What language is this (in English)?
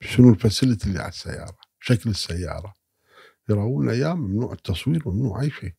Gulf Arabic